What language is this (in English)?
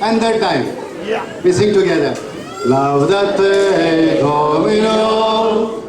Konkani